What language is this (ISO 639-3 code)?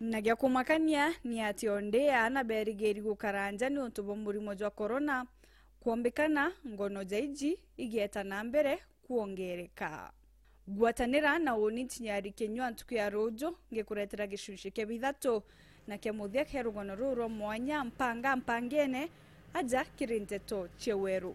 mer